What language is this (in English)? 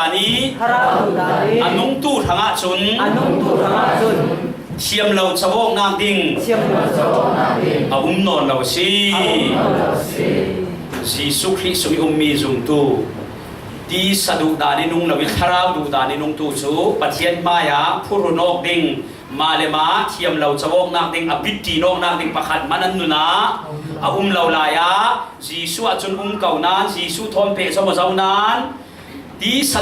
Falam Chin